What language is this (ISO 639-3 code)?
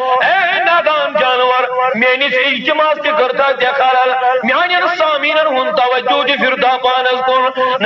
kas